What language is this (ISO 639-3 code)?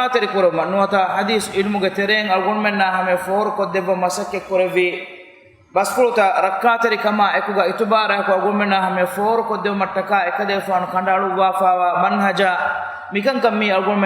div